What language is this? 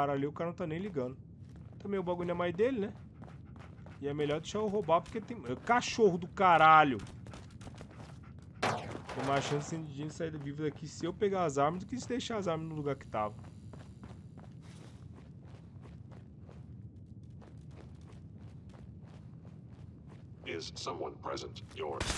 Portuguese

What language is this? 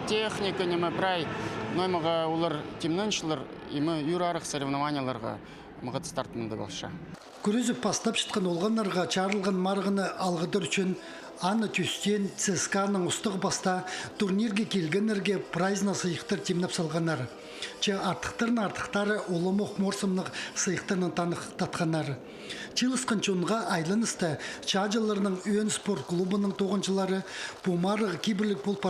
Khakas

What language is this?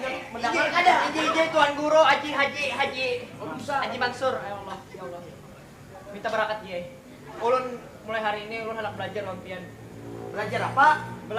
Banjar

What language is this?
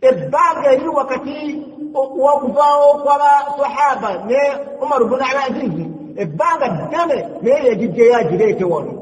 Ganda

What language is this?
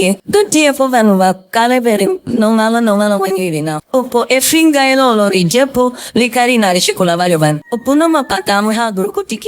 Ndonga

